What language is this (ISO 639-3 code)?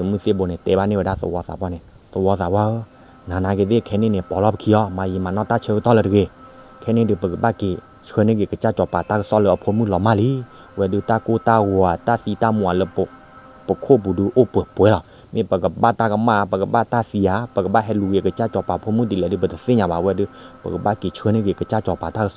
ksw